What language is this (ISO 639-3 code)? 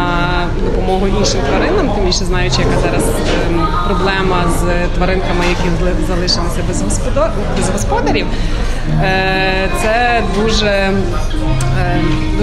ukr